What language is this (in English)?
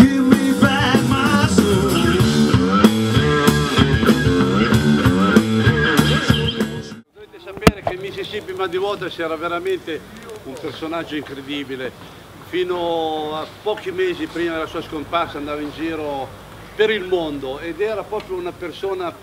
Italian